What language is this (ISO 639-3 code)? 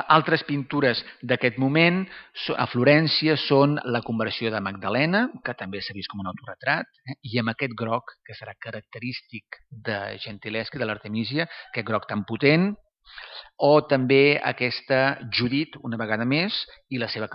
cat